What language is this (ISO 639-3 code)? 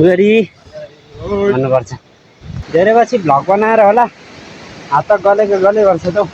nep